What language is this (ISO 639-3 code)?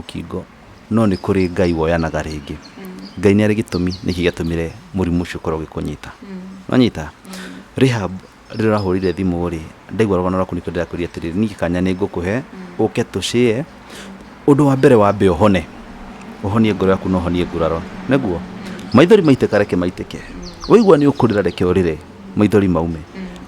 kik